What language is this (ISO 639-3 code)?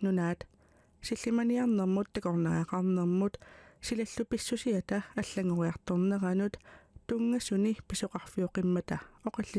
kal